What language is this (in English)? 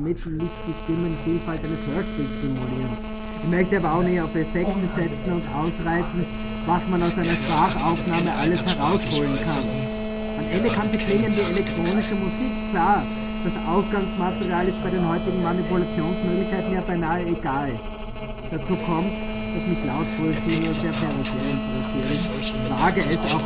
German